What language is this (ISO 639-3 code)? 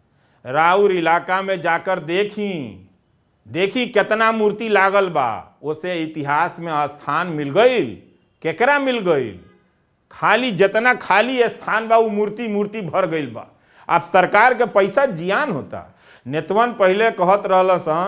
bho